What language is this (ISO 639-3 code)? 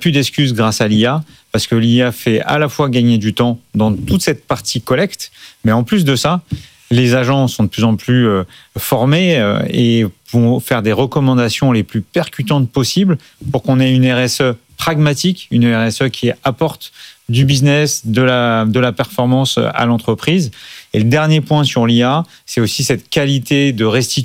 fra